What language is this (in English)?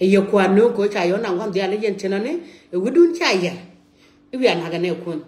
Nuer